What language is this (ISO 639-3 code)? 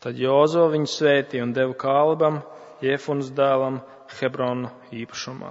lav